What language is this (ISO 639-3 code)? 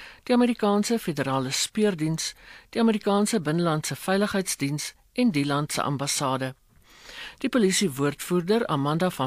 afr